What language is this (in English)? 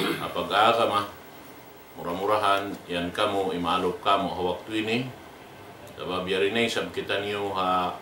Tausug